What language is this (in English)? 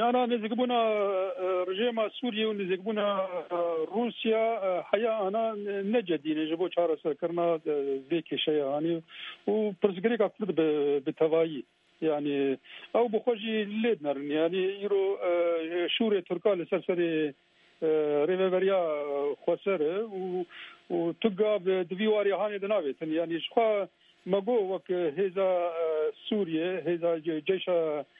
Kurdish